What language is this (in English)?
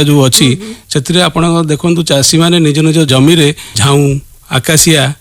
Odia